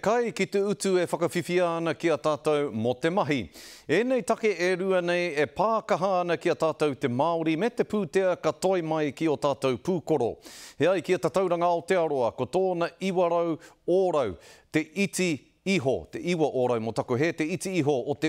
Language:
Māori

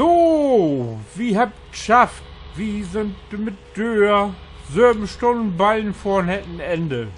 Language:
Low German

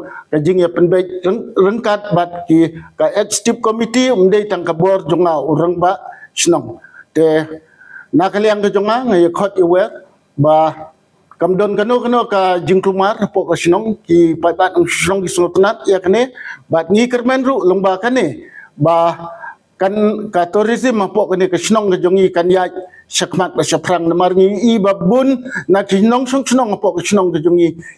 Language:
Khasi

